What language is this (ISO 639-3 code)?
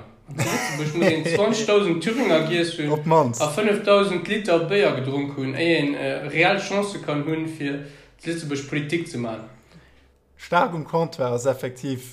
ltz